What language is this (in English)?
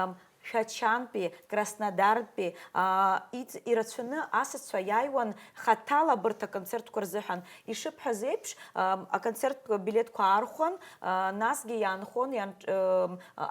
Abkhazian